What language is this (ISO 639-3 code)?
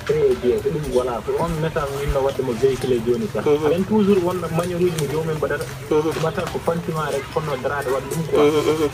fuf